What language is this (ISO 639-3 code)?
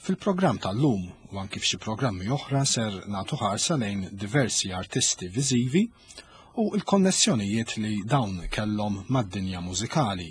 mlt